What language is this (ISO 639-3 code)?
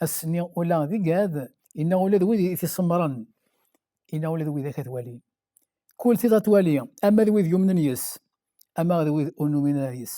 kab